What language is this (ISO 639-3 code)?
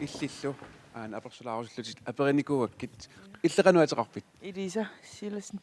kal